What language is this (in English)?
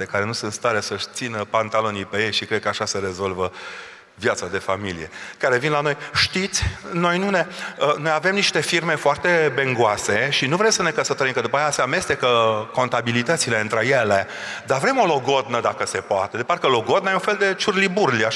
Romanian